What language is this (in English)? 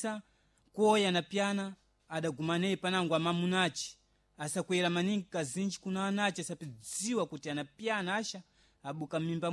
Sena